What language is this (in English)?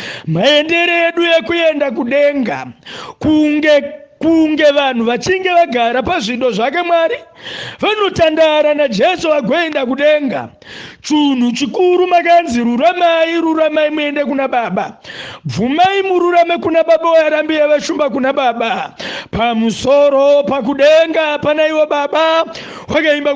Shona